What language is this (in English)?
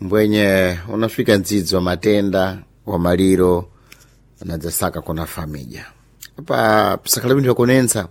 Sena